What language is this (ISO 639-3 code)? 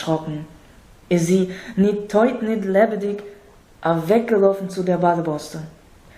yid